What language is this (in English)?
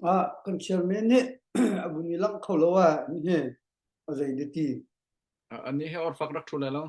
Hakha Chin